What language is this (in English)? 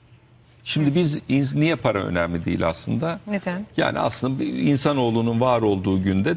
Turkish